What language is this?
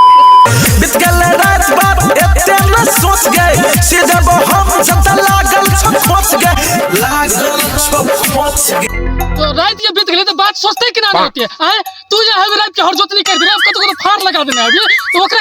Maithili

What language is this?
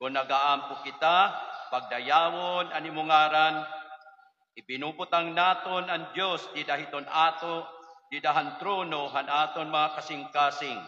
Waray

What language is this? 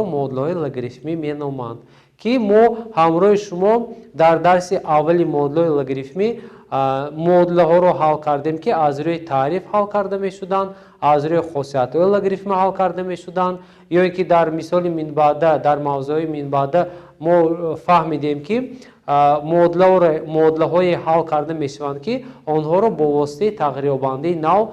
Tajik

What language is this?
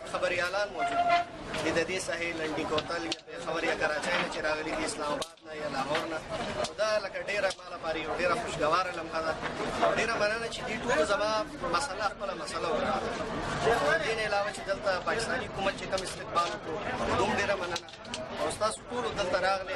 Pashto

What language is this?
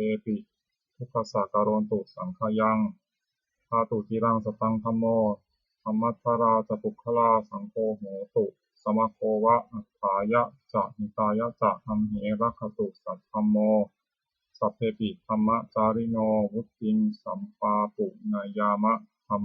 Pali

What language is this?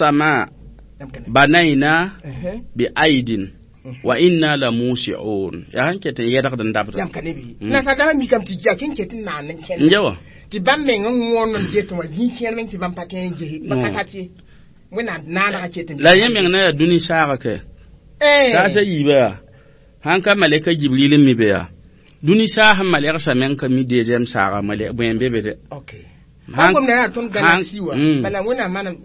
Mossi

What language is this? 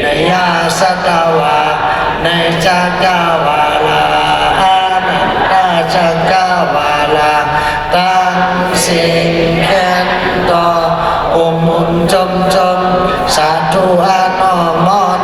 Shan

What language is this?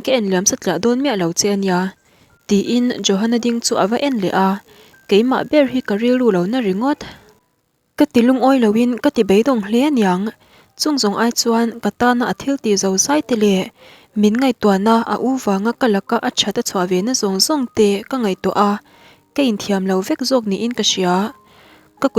Mizo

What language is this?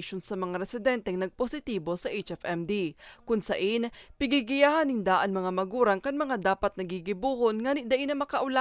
Bikol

